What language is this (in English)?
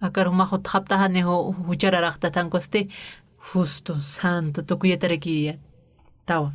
Aymara